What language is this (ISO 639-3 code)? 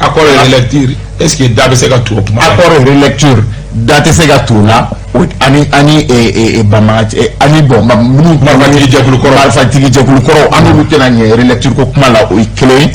bam